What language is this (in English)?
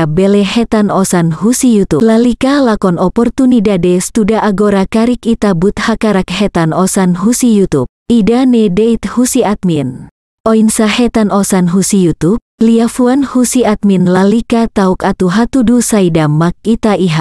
Tetum